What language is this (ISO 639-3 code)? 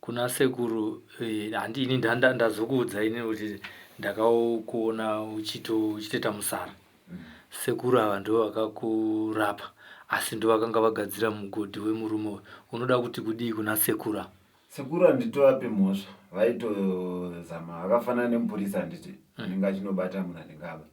sna